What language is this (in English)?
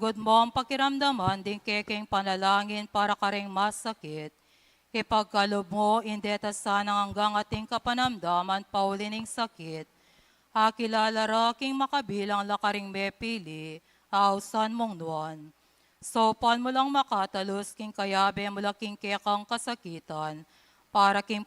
Pampanga